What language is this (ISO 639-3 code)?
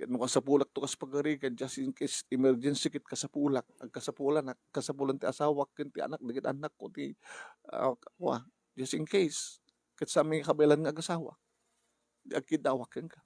ilo